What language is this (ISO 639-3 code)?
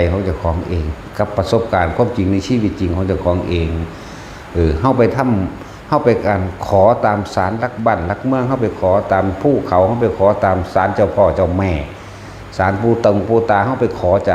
tts